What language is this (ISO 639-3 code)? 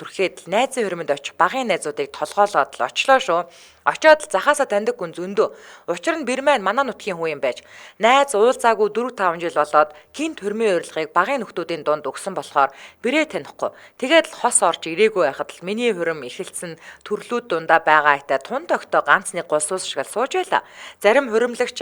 mon